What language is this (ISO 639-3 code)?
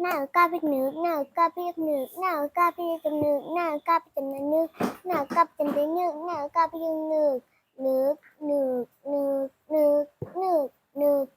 shn